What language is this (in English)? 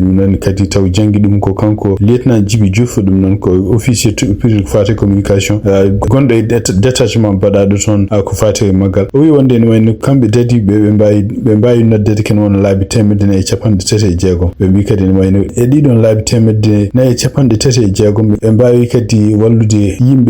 Fula